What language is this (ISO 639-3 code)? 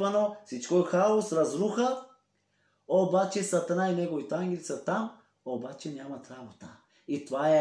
bul